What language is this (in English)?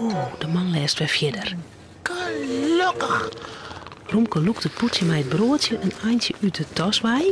Western Frisian